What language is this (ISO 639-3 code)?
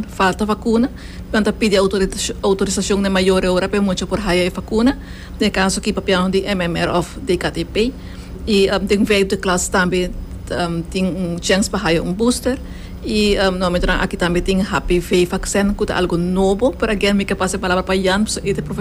pap